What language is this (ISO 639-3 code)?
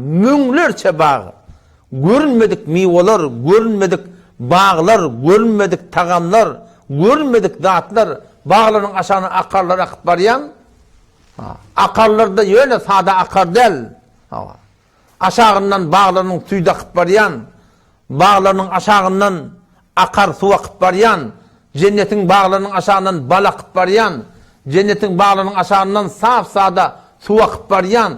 tuk